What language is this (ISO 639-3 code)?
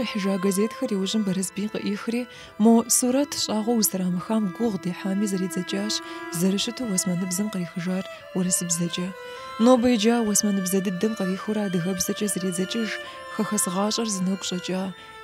kbd